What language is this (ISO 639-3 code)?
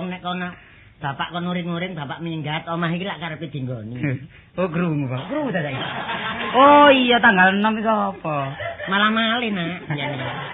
jav